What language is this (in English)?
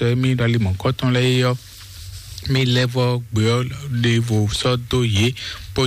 Fon